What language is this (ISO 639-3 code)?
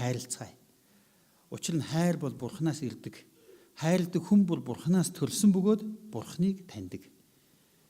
mon